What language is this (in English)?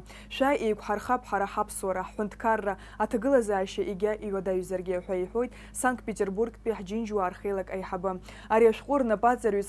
Abkhazian